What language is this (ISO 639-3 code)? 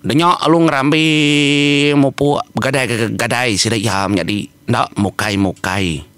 iba